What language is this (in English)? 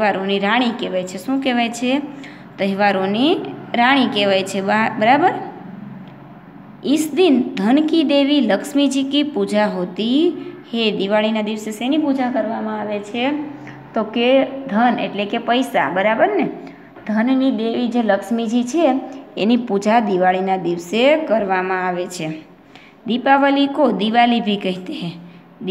Gujarati